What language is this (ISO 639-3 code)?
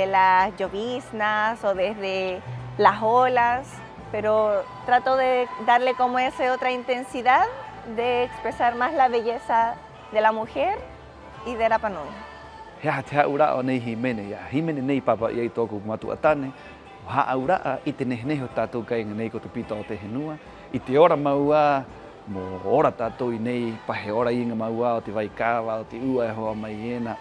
rap